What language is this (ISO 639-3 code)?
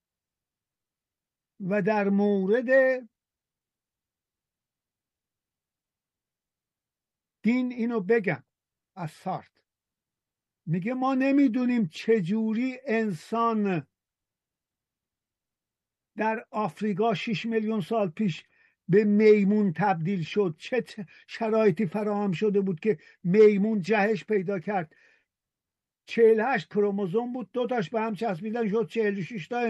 fas